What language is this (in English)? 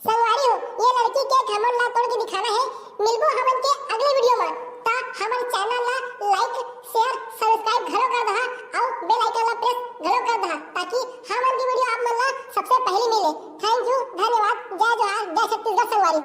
Chhattisgarhi